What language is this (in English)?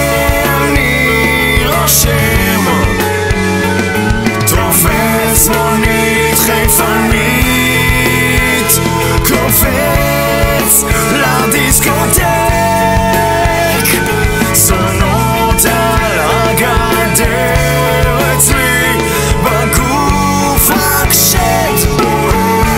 Hebrew